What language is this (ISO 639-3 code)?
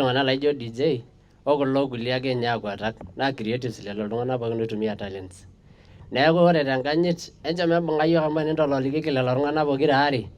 mas